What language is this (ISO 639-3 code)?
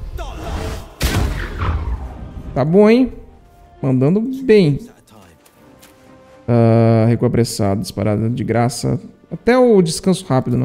por